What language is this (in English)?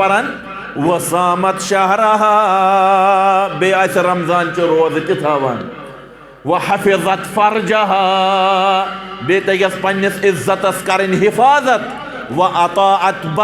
Kashmiri